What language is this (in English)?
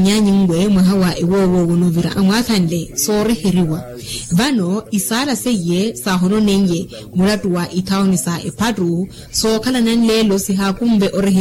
Makhuwa